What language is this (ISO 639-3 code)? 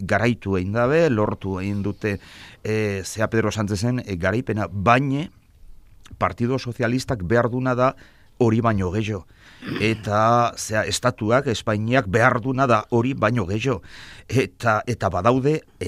eus